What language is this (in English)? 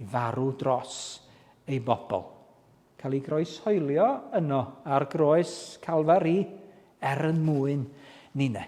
Welsh